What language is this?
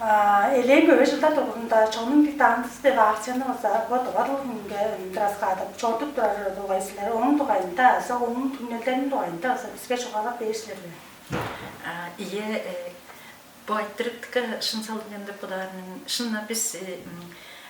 Tuvinian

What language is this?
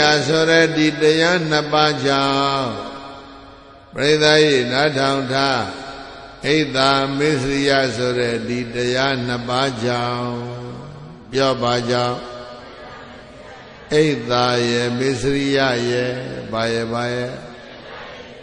Burmese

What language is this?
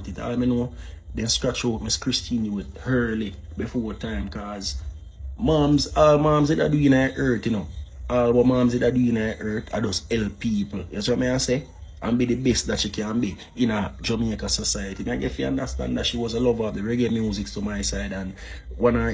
Jamaican Creole English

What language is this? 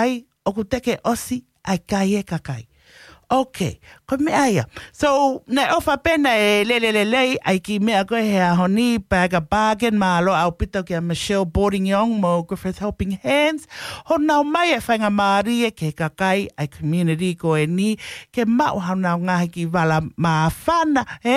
Tongan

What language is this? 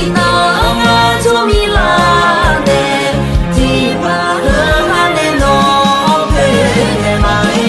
Akha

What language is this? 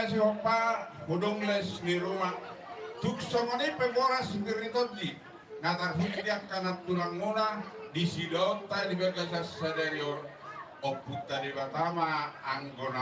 Batak Toba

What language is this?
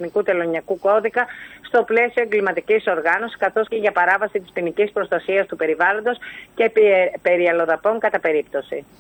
Greek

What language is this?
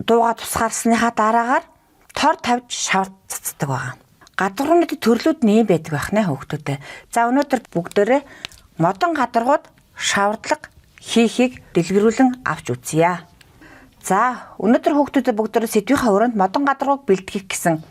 Mongolian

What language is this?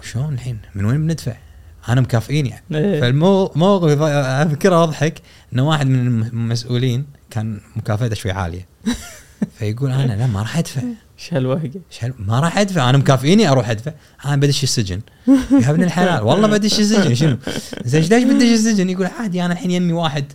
Gulf Arabic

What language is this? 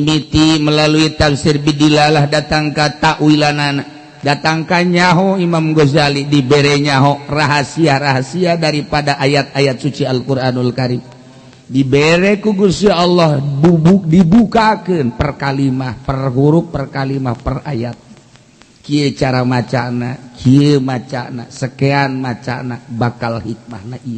Sundanese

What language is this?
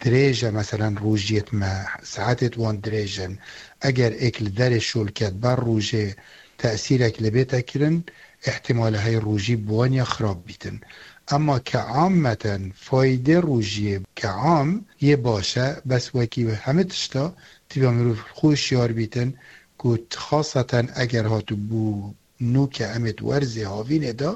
Kurdish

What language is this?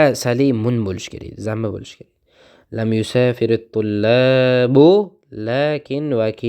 Uzbek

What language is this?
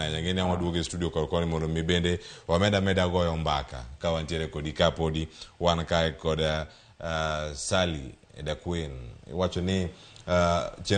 Luo (Kenya and Tanzania)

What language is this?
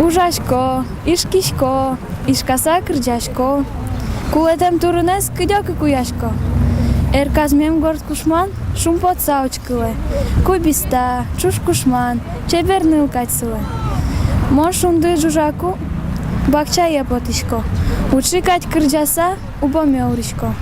Udmurt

